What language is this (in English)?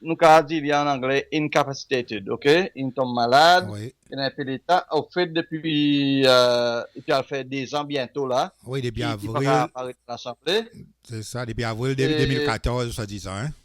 Seselwa Creole French